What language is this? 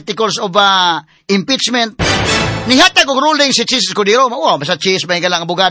Cebuano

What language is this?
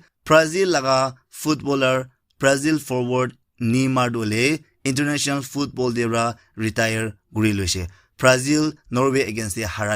Naga Pidgin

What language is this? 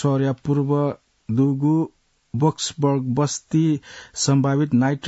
Newari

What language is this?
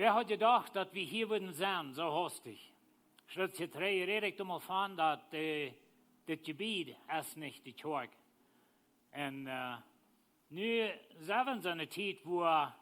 Plautdietsch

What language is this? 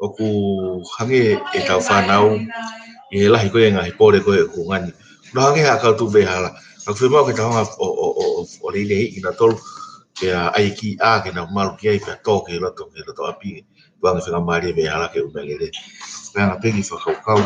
Tongan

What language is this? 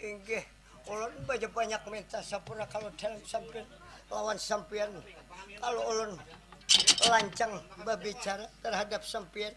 Banjar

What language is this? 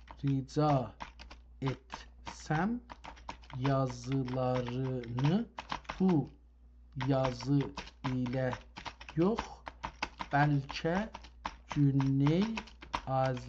South Azerbaijani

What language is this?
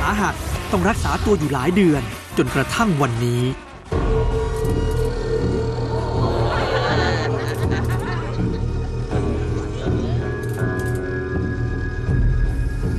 Thai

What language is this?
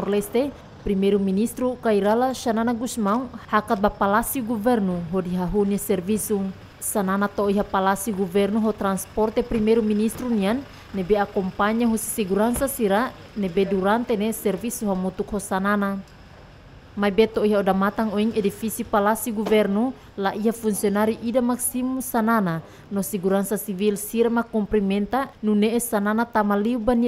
Tetum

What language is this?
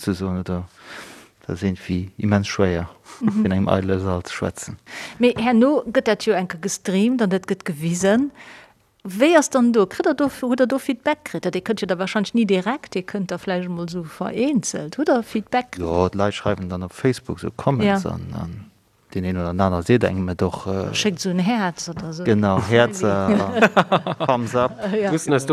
Luxembourgish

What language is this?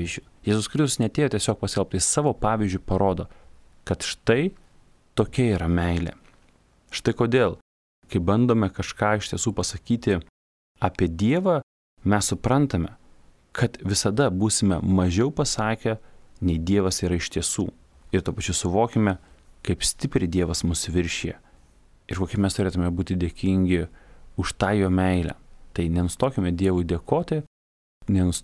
Lithuanian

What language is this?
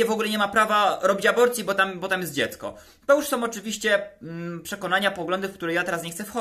Polish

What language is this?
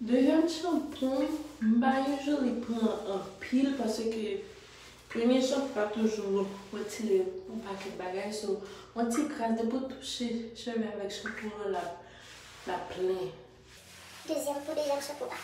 Haitian Creole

